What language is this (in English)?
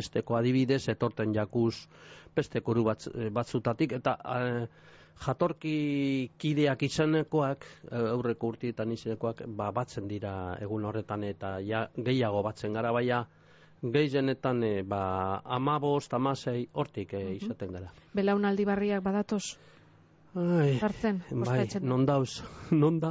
Basque